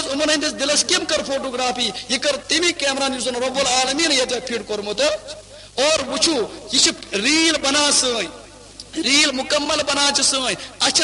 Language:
Kashmiri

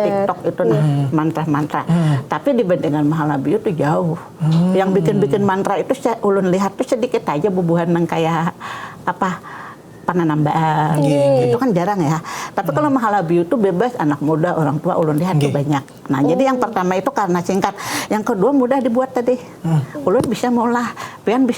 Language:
Banjar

